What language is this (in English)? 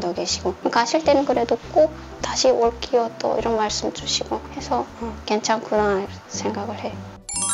Korean